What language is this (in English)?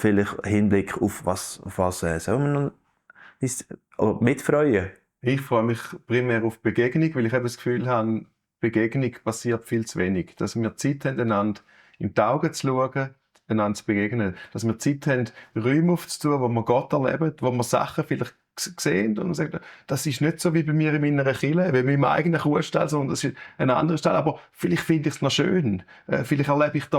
Swiss German